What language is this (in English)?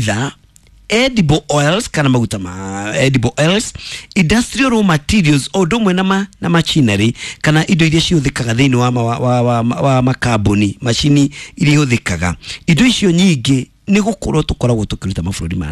Kikuyu